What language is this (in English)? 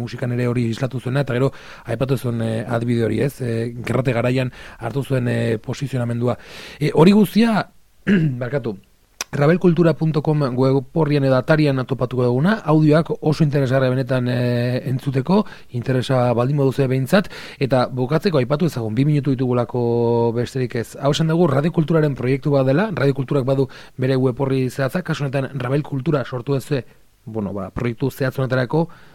Basque